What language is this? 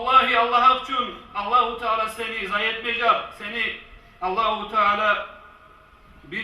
Kumyk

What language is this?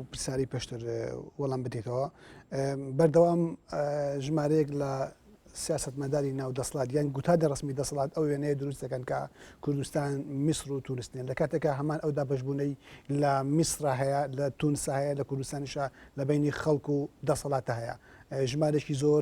Central Kurdish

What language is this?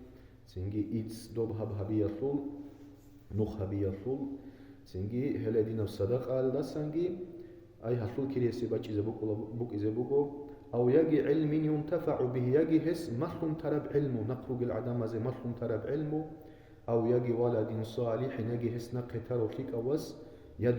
Avaric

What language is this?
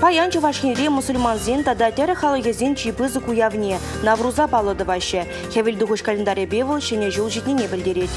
Chuvash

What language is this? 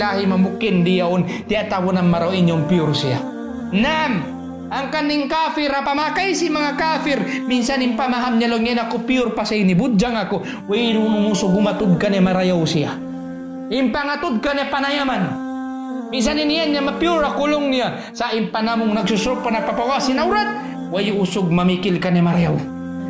Tausug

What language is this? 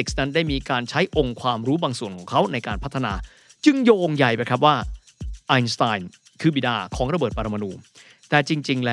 Thai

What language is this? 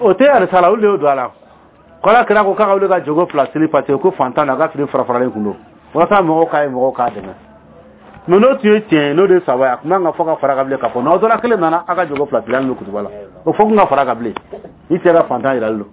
Dyula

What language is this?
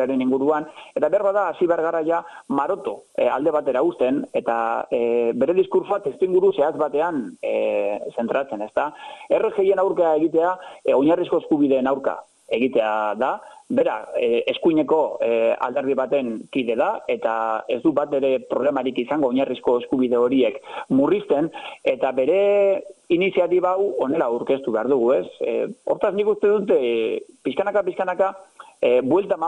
Basque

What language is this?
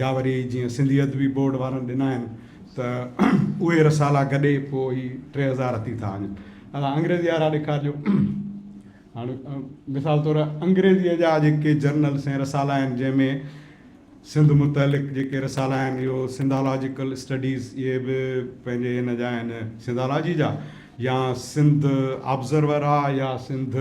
Sindhi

